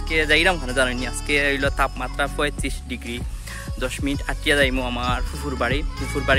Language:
Sylheti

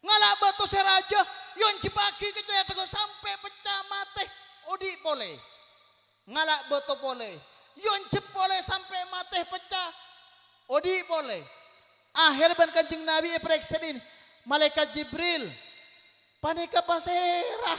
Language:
Madurese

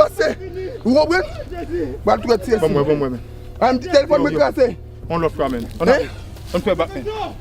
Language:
Haitian Creole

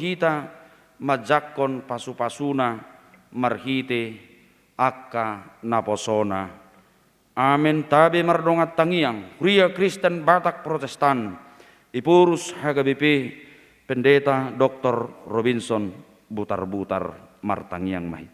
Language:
Batak Toba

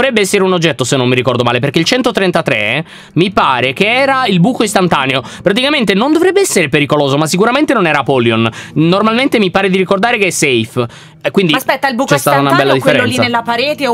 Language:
Italian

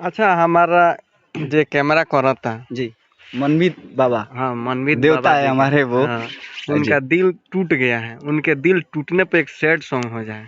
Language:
Bhojpuri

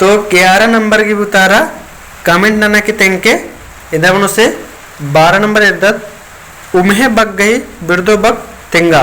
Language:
Kurukh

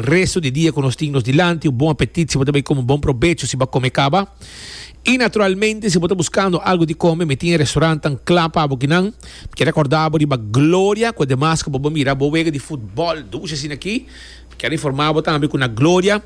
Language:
Papiamento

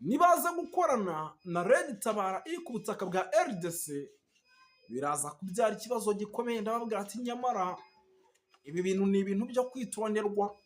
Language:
Kinyarwanda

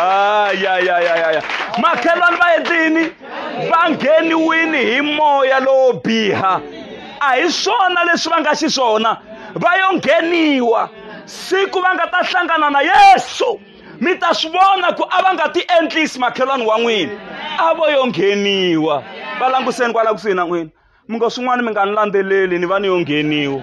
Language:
Tsonga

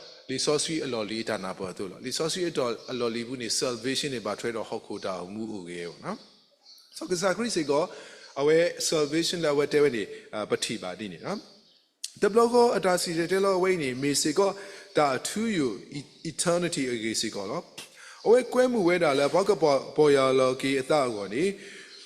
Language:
S'gaw Karen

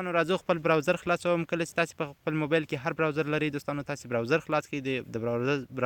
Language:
Pashto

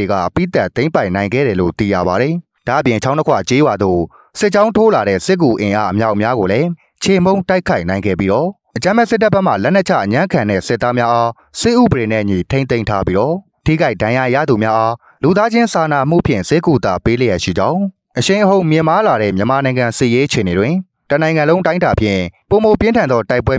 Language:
Burmese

